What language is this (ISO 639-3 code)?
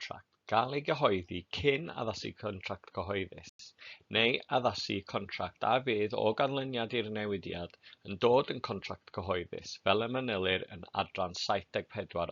cym